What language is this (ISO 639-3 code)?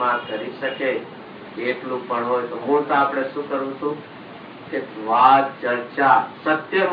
guj